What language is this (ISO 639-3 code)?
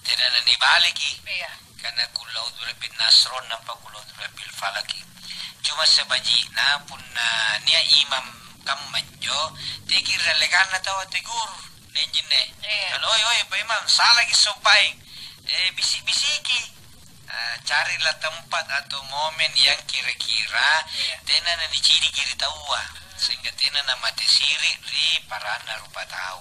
mak